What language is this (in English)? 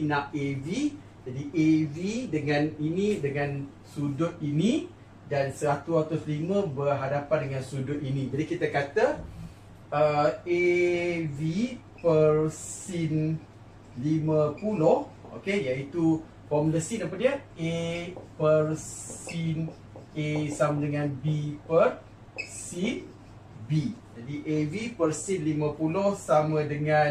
Malay